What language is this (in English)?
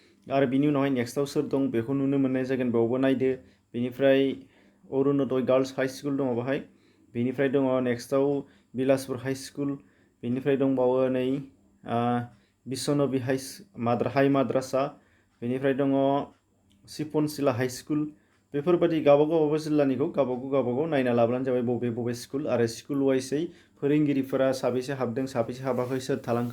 Bodo